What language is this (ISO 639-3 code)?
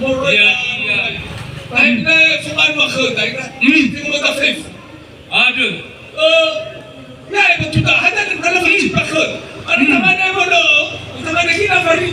nia